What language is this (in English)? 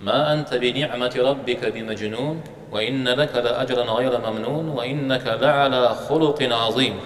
Kabardian